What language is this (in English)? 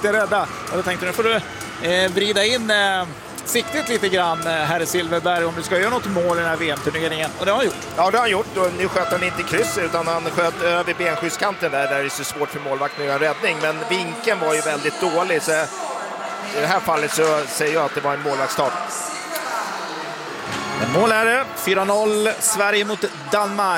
Swedish